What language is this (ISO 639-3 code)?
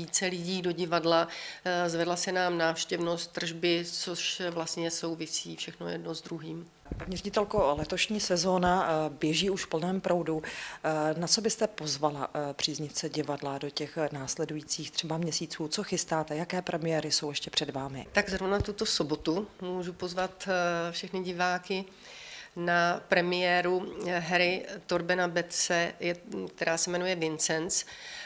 ces